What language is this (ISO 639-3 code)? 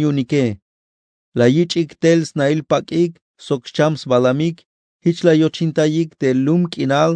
tzh